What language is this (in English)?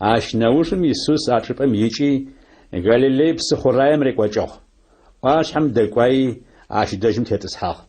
Adyghe